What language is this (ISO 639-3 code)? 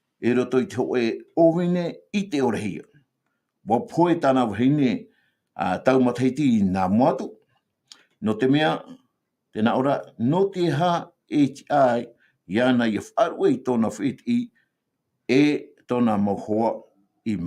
tah